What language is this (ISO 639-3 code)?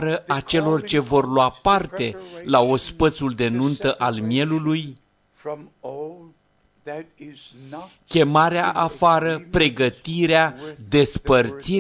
ron